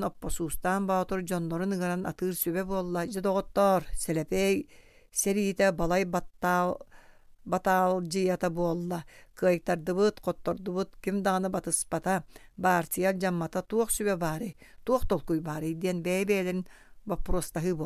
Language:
Yakut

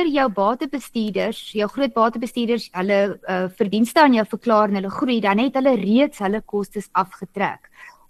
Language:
Afrikaans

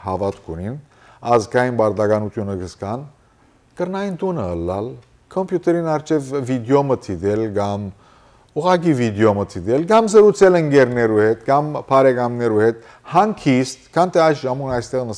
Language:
Western Armenian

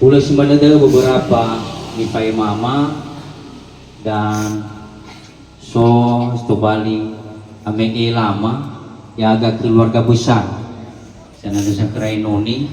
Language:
Nias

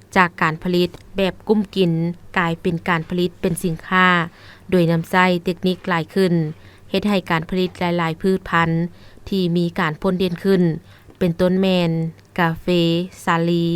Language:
Lao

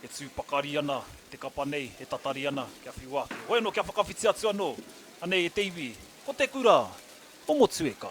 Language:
Māori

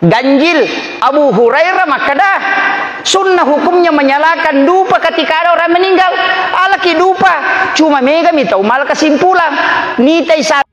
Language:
Buginese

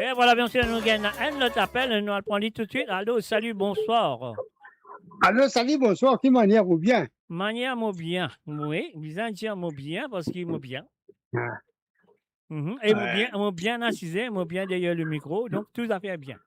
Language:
Morisyen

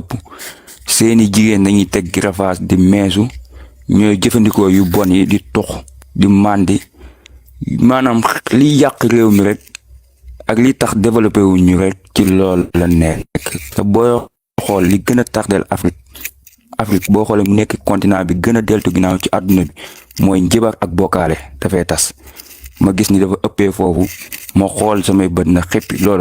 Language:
Wolof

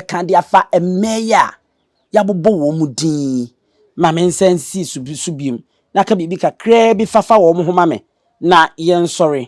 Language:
Akan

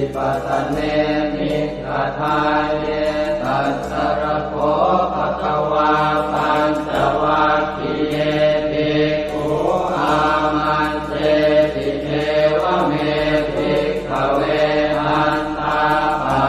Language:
Pali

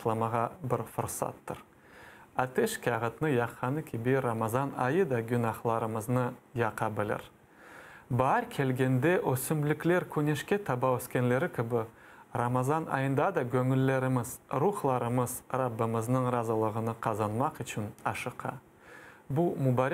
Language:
Crimean Tatar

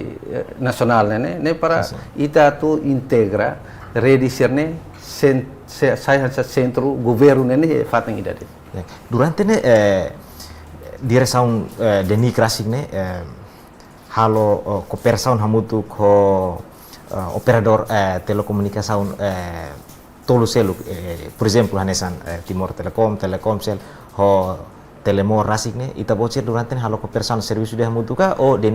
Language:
Tetum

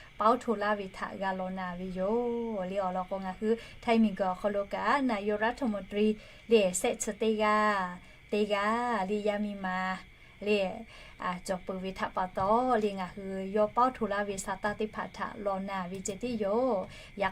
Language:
Lahu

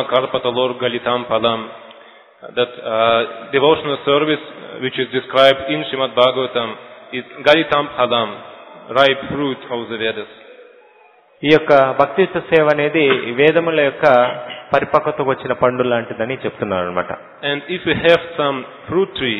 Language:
Telugu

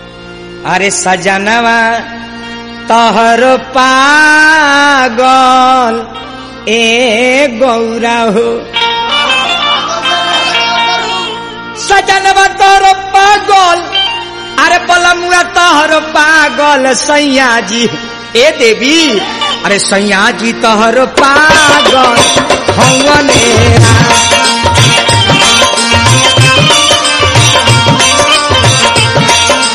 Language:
Bhojpuri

